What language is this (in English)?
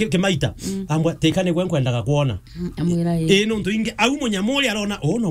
Meru